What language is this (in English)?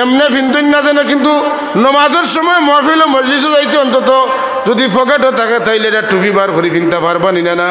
Sylheti